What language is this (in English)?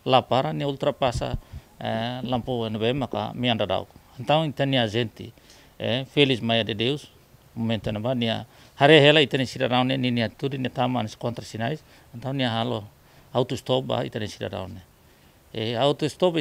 Tetum